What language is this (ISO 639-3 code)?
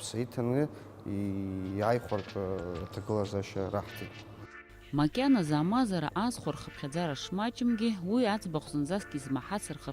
abk